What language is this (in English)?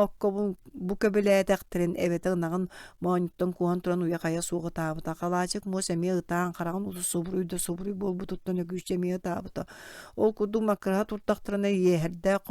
Yakut